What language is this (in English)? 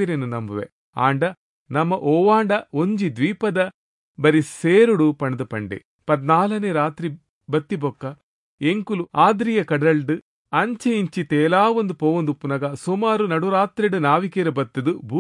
Tulu